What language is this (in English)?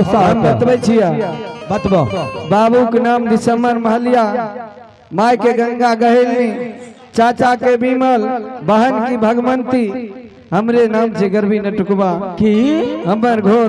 Maithili